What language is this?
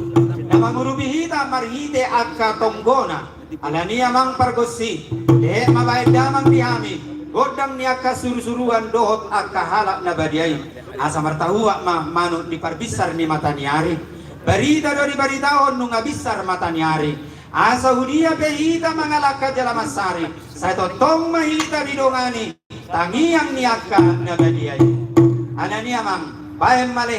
Batak Toba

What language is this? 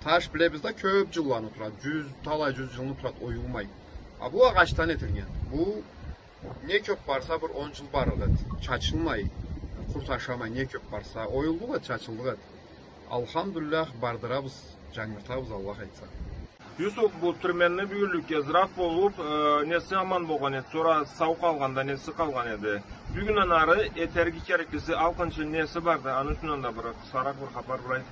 Karachay-Balkar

